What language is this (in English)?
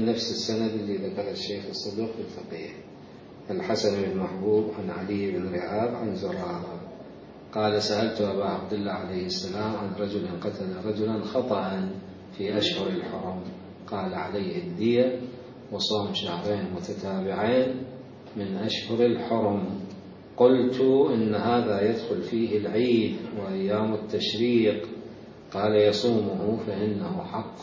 Mesopotamian Arabic